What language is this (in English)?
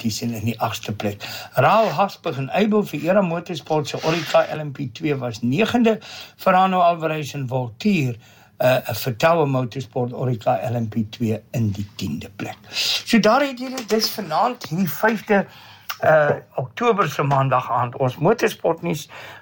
Afrikaans